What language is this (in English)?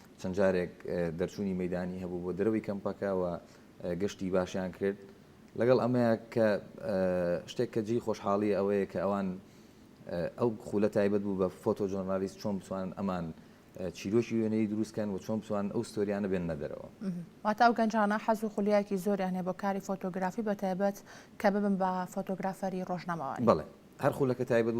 Central Kurdish